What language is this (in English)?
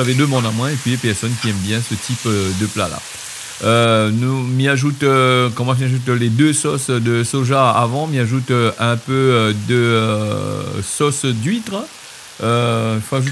Réunion Creole French